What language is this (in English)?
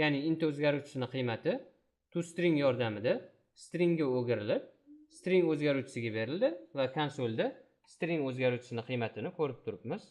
Uzbek